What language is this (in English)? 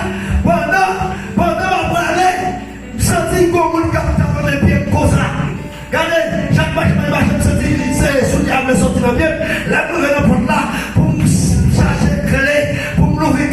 Haitian Creole